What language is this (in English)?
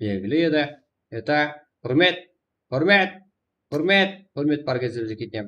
Kara-Kalpak